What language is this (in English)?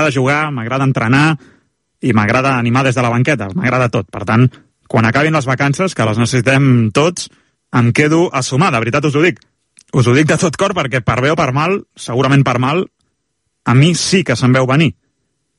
Catalan